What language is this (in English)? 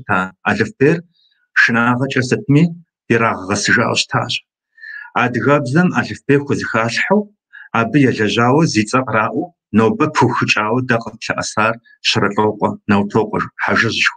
Kabardian